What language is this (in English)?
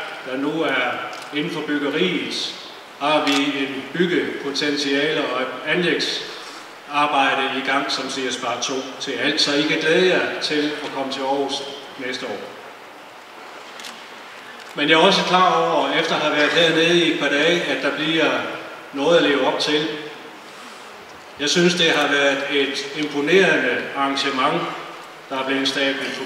Danish